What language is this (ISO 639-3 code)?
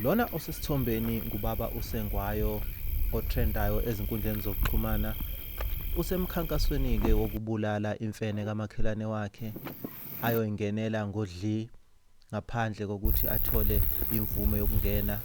zul